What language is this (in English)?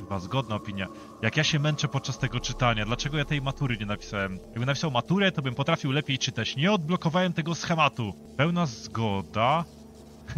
Polish